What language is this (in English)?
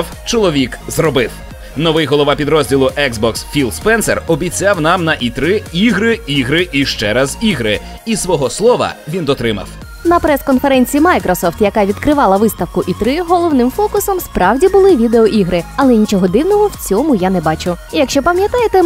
Ukrainian